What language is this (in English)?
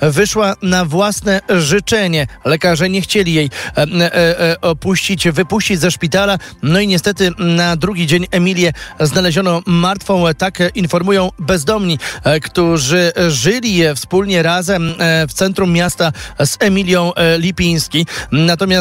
Polish